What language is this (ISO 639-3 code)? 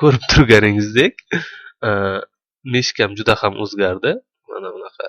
uzb